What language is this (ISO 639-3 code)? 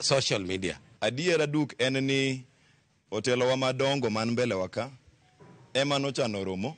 luo